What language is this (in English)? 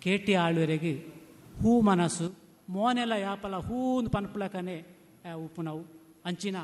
Tulu